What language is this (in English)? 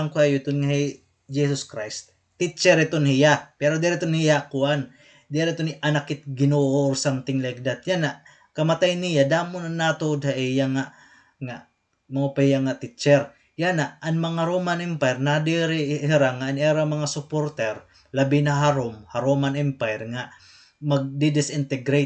Waray